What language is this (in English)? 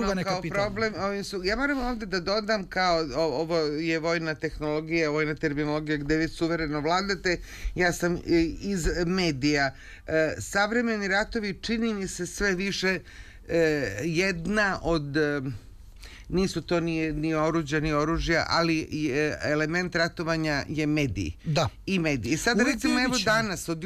Serbian